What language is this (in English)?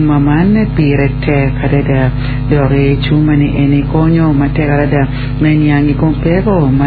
Acoli